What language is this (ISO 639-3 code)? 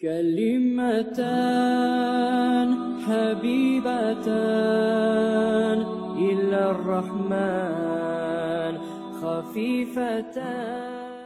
kum